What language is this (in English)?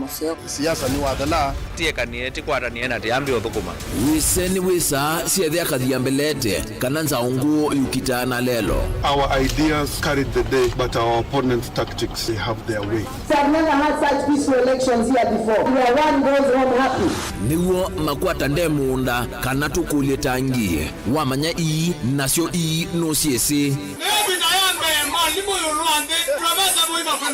Kamba